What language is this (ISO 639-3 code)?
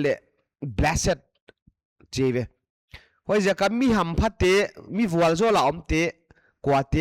pck